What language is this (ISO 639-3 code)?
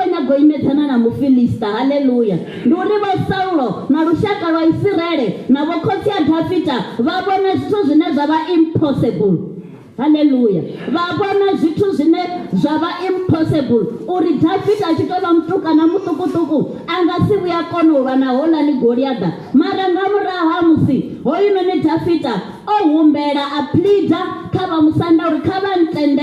ven